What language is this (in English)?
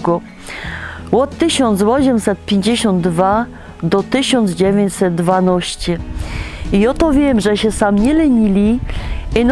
Silesian